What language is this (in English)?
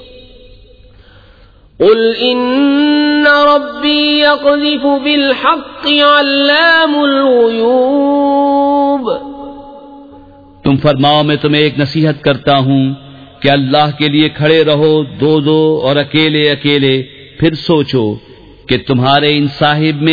Urdu